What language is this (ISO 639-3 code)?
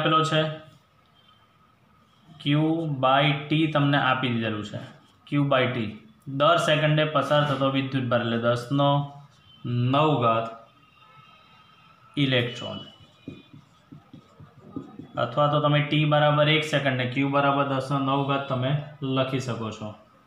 guj